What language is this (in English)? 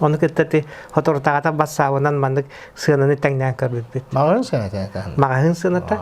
Yakut